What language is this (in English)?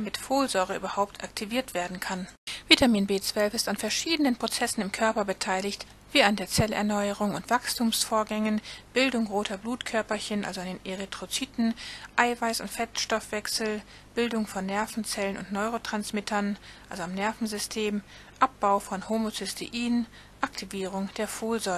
German